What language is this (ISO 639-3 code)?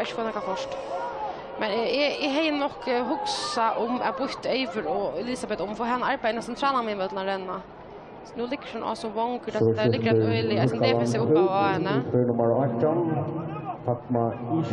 fao